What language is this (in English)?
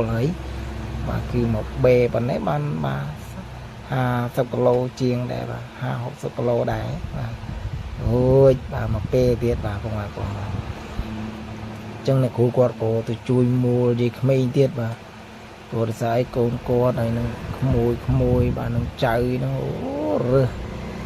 Khmer